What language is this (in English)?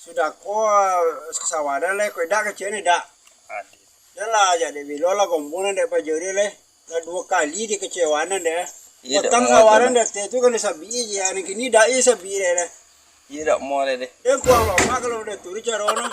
Minangkabau